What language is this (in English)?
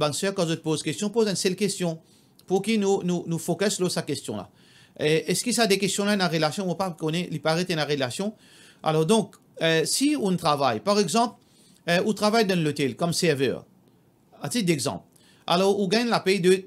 Morisyen